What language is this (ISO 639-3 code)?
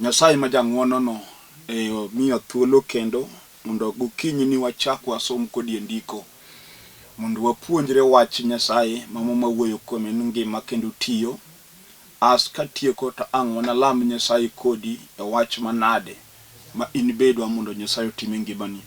luo